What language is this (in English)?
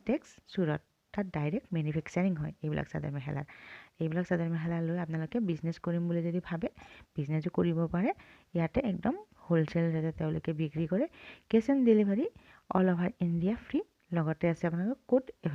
Assamese